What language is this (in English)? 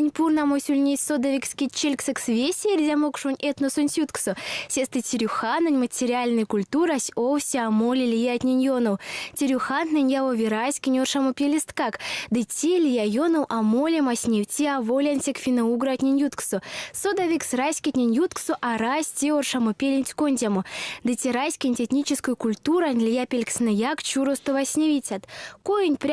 Erzya